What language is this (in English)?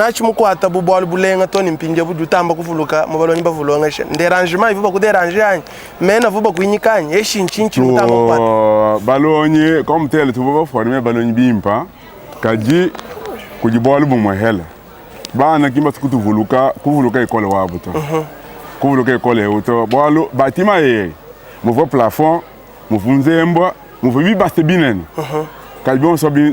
Luba-Lulua